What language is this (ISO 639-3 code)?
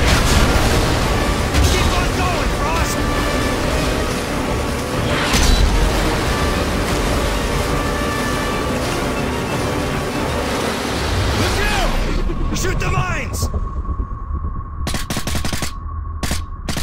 eng